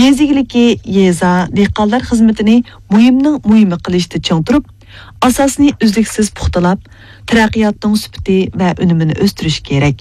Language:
Uyghur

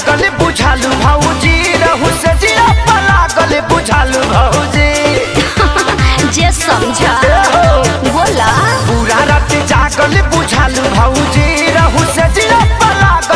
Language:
Bhojpuri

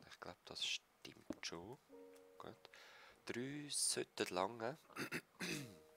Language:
Swiss German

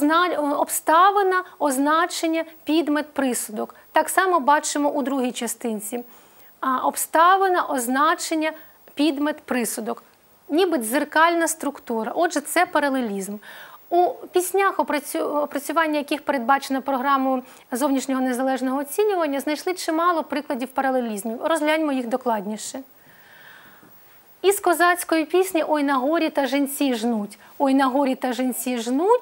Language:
Ukrainian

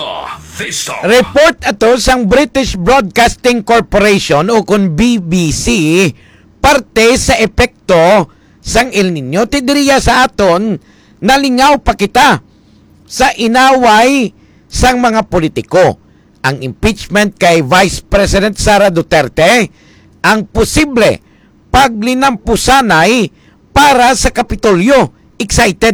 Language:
Hiligaynon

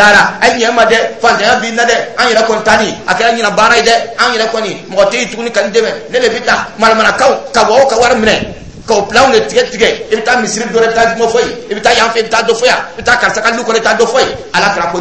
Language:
Dyula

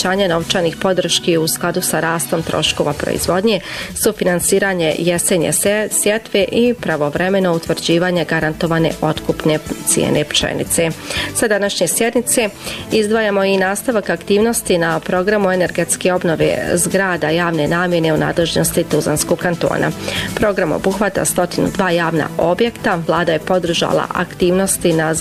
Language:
Bosnian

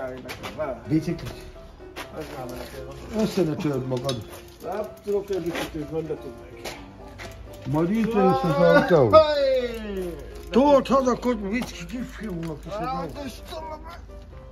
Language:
Hungarian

